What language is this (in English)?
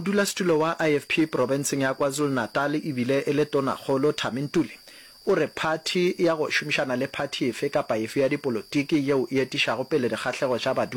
Northern Sotho